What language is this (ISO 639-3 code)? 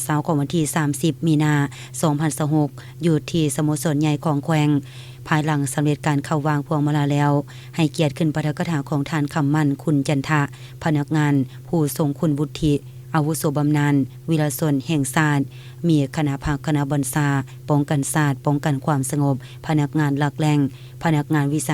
lao